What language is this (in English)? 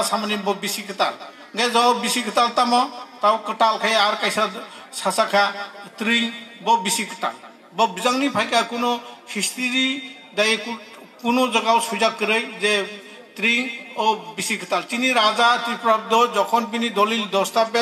Kok Borok